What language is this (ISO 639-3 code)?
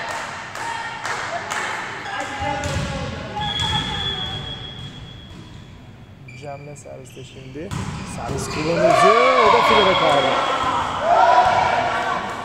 tur